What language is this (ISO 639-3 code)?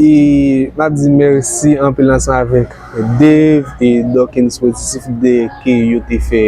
hat